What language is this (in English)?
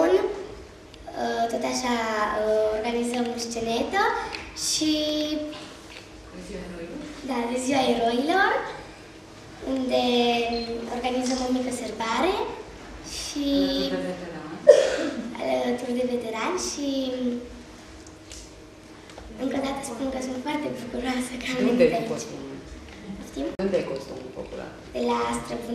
Romanian